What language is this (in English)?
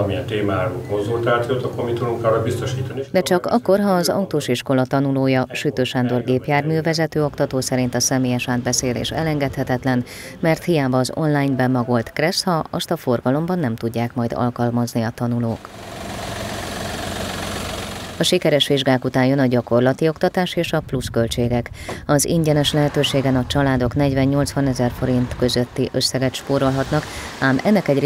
Hungarian